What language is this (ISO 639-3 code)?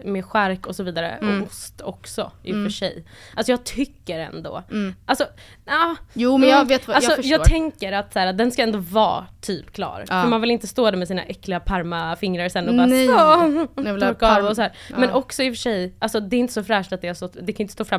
swe